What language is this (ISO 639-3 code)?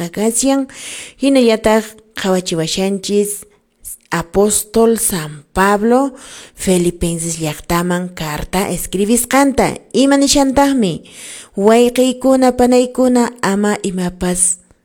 que